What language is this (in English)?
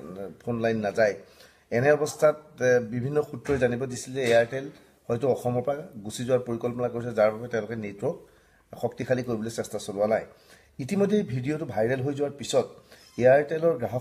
Assamese